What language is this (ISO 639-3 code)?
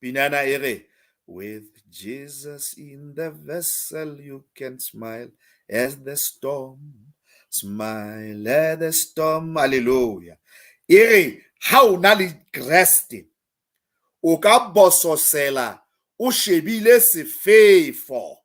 sot